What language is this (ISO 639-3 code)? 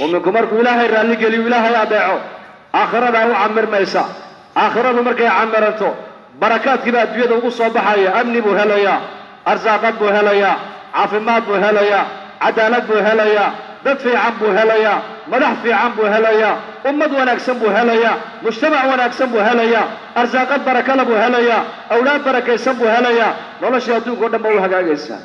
som